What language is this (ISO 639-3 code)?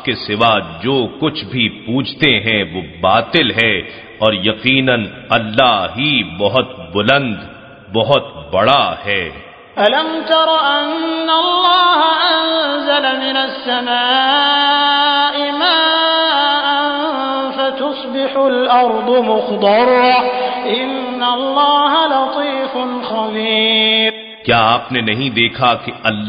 urd